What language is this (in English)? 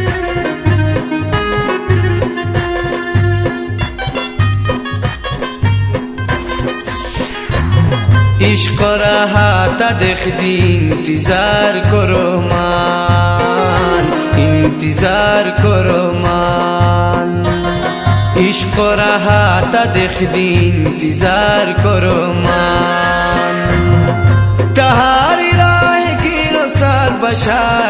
Khowar